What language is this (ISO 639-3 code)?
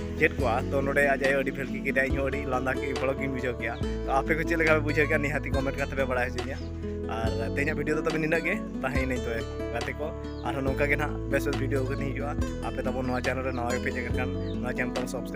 sat